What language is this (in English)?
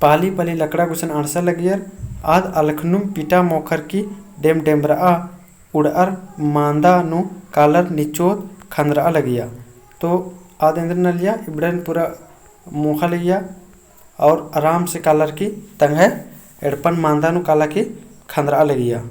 Kurukh